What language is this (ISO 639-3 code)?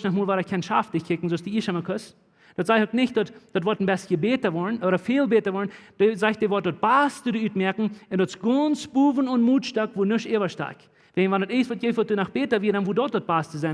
pdt